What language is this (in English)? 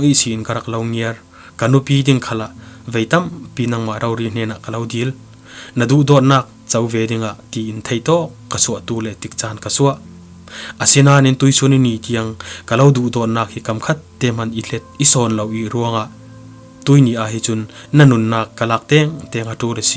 Falam Chin